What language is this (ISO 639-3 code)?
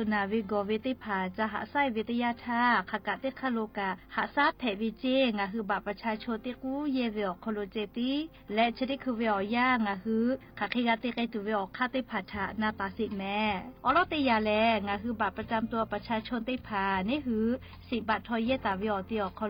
lhu